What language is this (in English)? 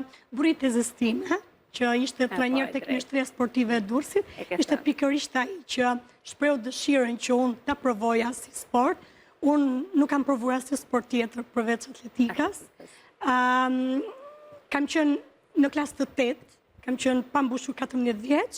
Albanian